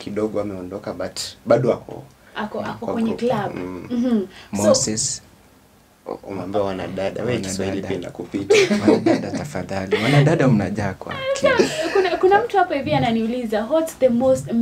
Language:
Swahili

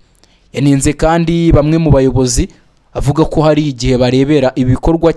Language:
Kinyarwanda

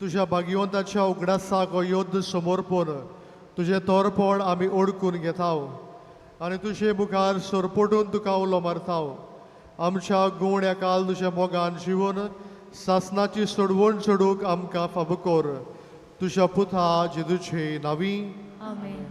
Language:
Konkani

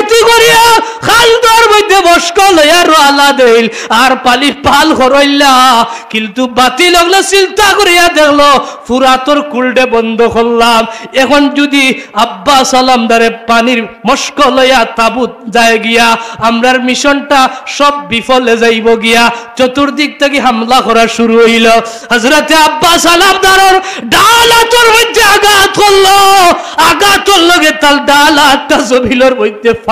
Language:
Sylheti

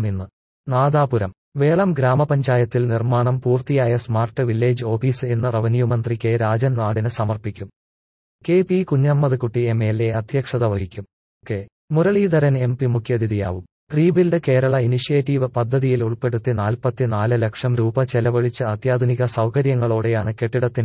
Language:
Malayalam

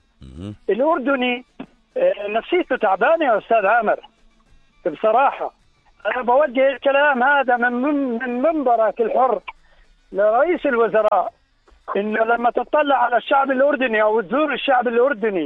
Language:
North Levantine Arabic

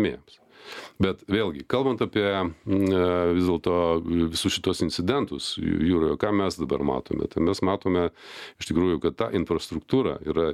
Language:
Lithuanian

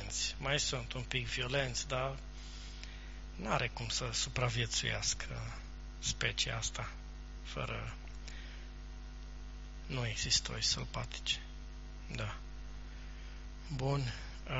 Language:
Romanian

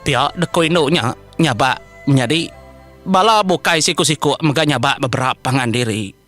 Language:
Iban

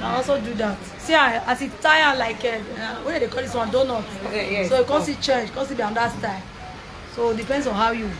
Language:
Nigerian Pidgin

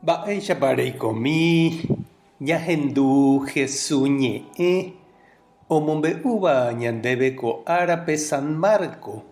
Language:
Guarani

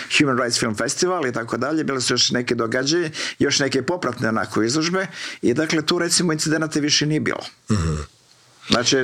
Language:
Croatian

